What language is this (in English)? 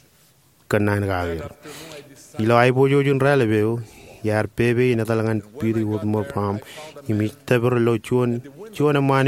Marshallese